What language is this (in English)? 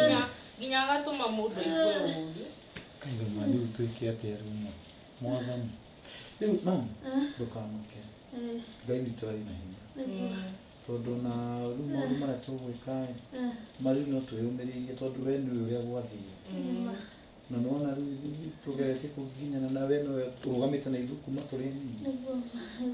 Kikuyu